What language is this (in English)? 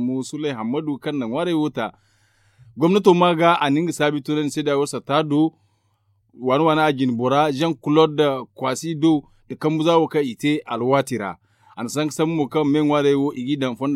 Zarma